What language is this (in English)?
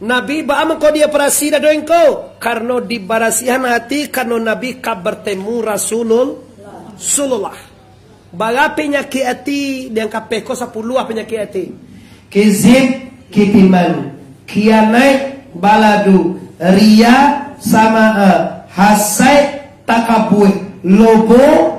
Minangkabau